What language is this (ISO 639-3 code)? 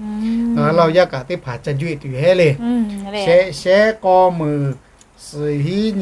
lhu